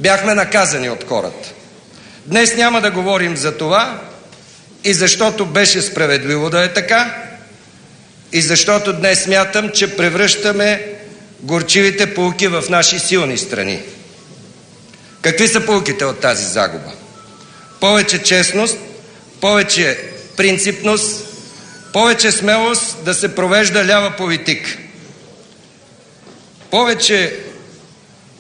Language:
Bulgarian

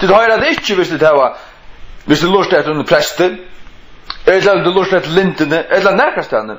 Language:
Faroese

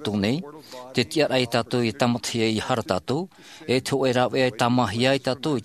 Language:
Tahitian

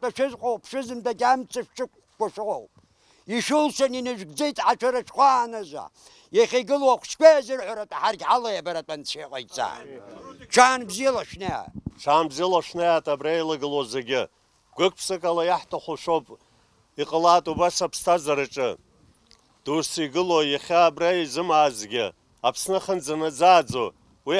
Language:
Abkhazian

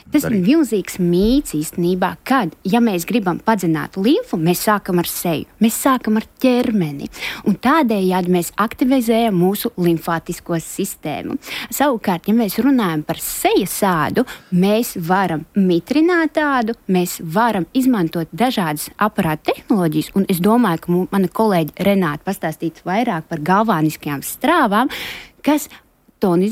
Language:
Latvian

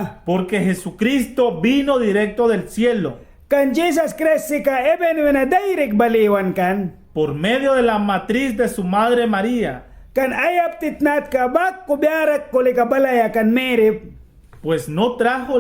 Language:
Mískito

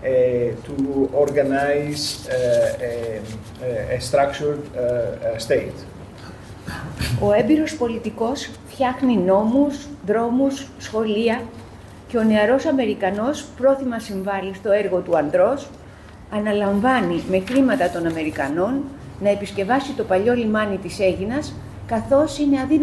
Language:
Greek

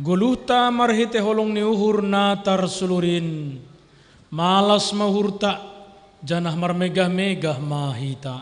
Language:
Batak Simalungun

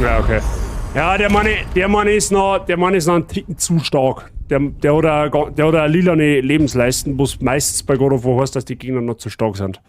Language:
Bavarian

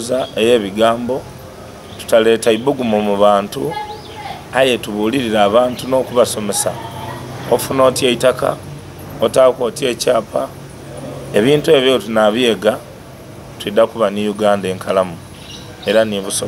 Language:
Soga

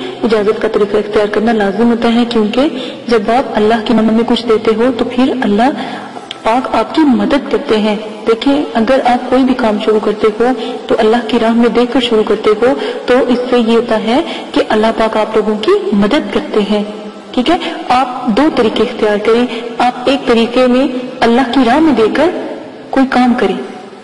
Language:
Urdu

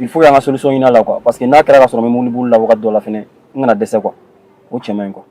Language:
Bambara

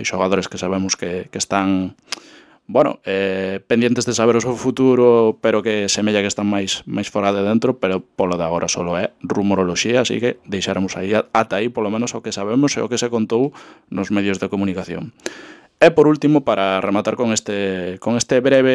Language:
Galician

